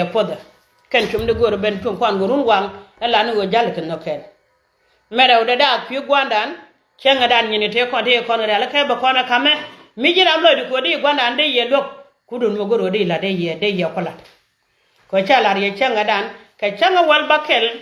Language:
Nuer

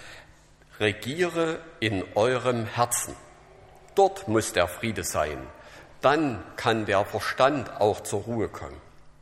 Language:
German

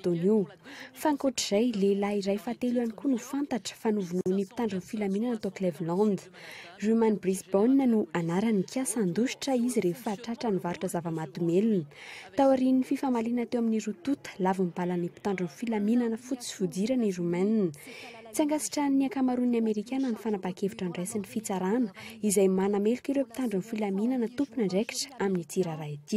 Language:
Malagasy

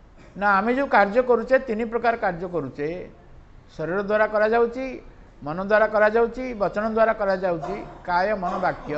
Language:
Odia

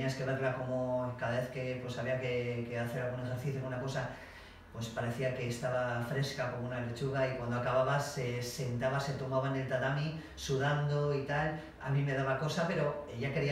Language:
Spanish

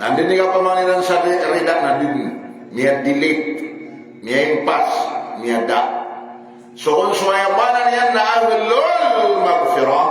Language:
Maranao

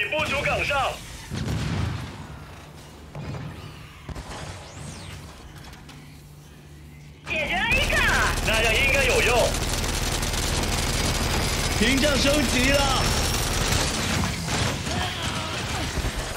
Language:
Chinese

